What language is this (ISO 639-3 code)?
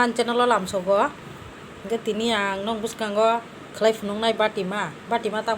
trp